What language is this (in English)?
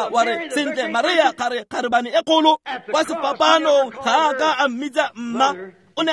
Tswana